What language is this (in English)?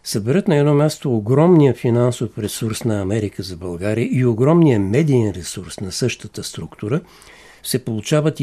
Bulgarian